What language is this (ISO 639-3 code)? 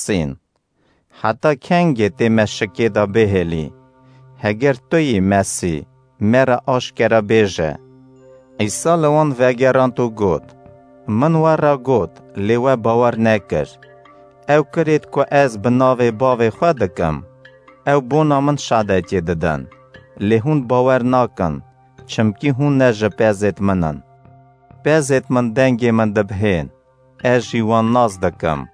kur